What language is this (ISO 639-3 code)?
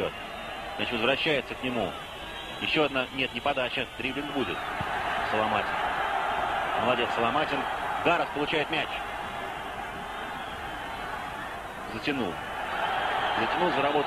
rus